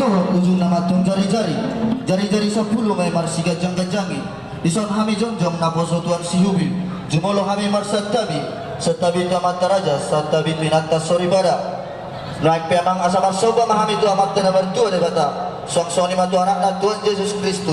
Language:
Batak Toba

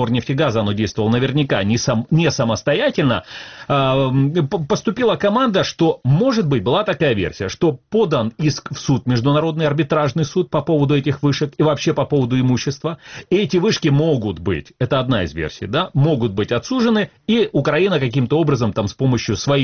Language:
Russian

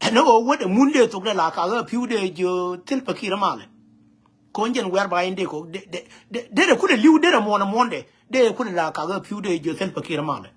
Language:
Nuer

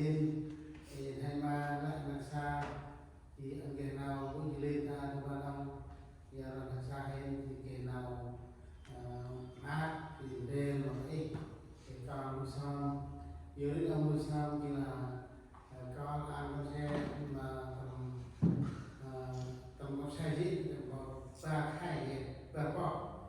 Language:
Central Mnong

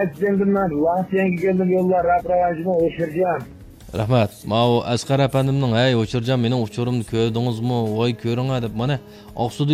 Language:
Uyghur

